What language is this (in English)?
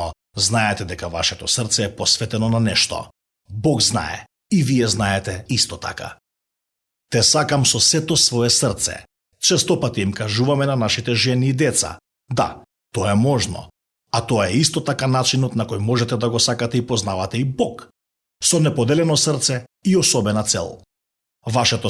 Macedonian